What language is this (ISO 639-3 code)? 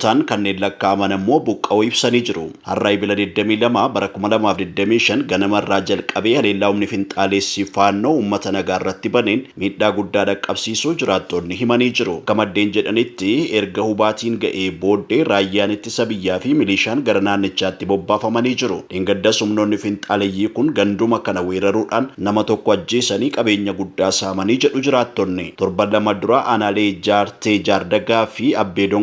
orm